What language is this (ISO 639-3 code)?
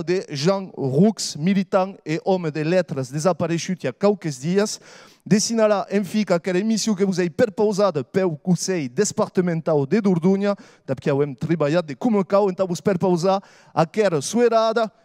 oci